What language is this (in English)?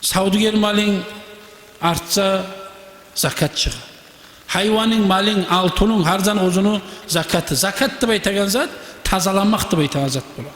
Kumyk